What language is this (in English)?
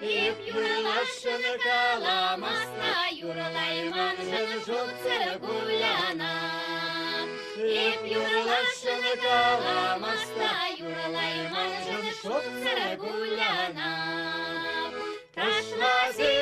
Chuvash